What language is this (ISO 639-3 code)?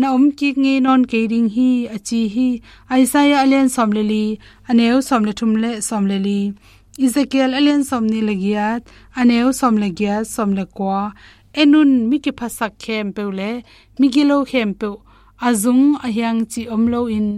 ctd